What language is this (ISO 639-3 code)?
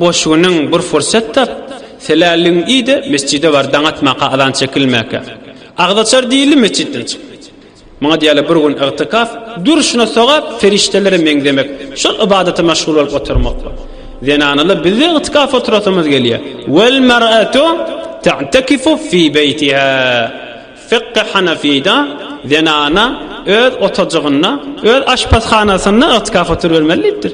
tuk